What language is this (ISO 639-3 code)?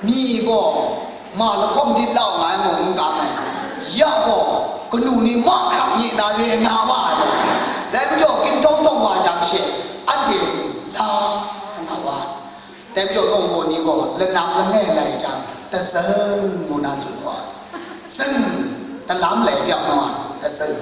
kac